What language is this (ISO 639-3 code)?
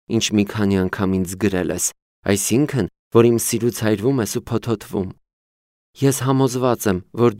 hye